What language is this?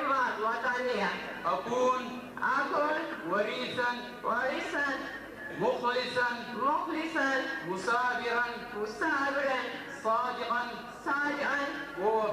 Tigrinya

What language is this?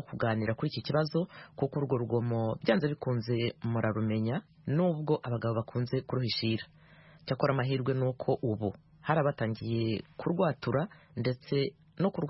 Kinyarwanda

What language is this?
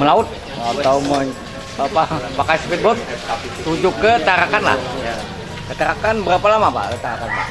Banjar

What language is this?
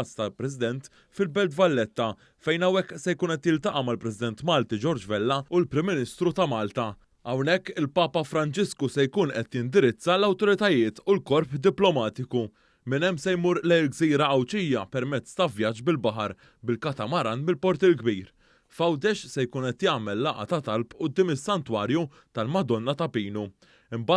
Maltese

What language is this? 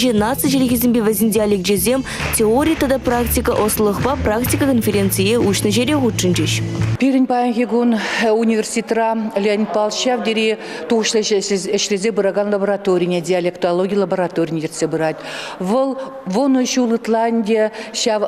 Chuvash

